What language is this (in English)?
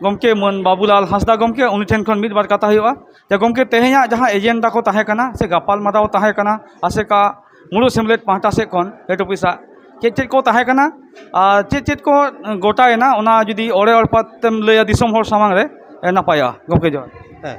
Santali